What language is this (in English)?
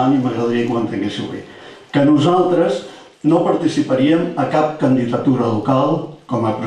Catalan